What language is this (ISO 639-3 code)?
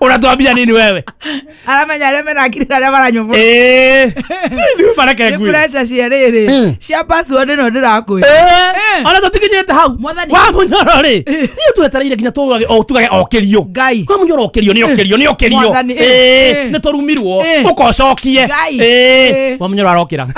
kik